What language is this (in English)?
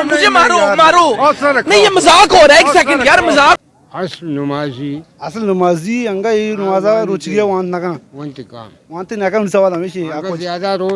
Baluchi